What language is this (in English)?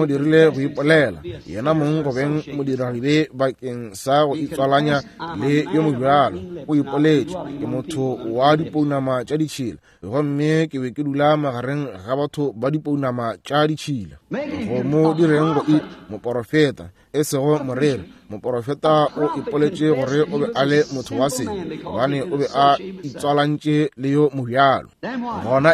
Northern Sotho